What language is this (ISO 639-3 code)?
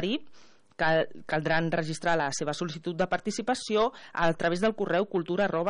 cat